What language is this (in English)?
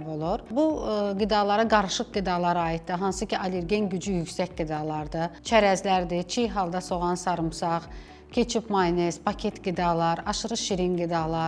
Azerbaijani